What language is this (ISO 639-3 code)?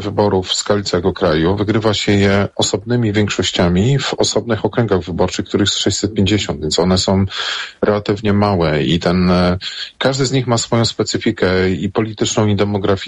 pol